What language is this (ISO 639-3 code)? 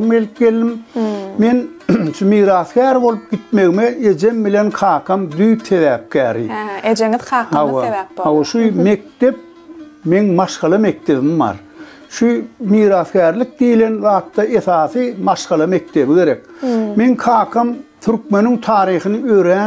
tuk